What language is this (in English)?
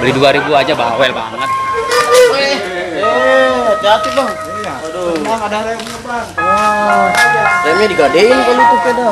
Betawi